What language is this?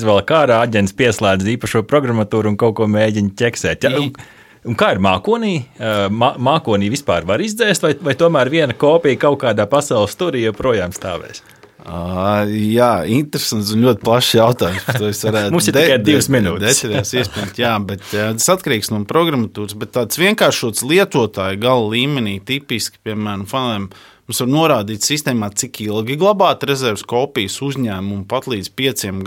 Latvian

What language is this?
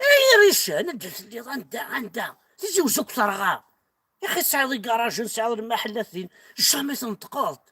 Kabyle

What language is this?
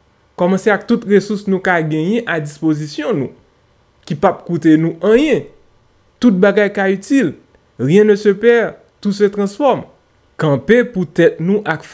Haitian Creole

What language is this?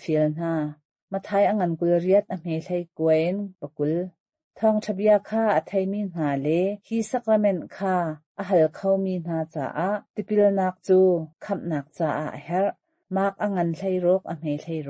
Hakha Chin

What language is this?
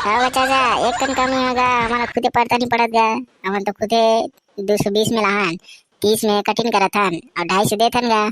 Chhattisgarhi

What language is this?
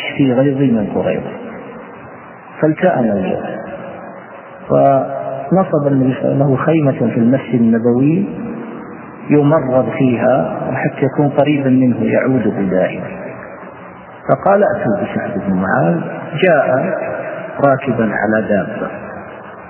Arabic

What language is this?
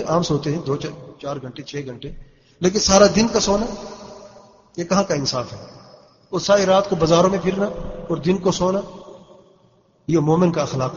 Urdu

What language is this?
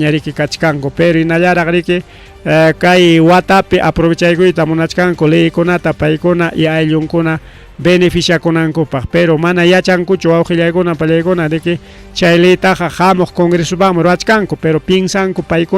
Ayacucho Quechua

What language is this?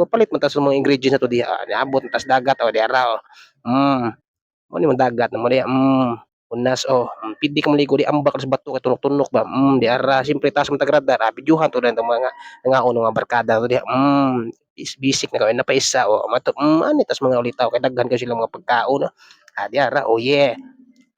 Cebuano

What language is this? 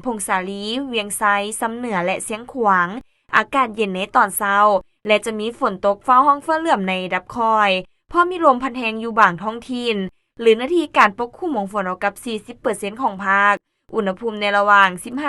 Lao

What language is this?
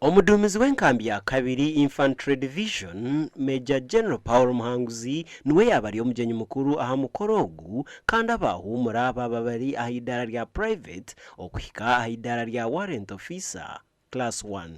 Nyankole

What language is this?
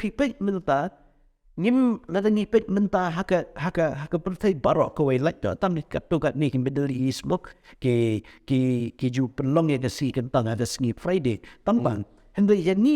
Khasi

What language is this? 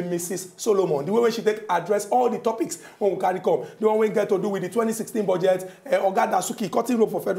Nigerian Pidgin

